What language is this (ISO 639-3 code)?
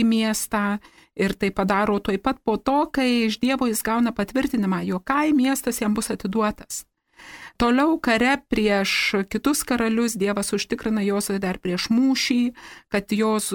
lit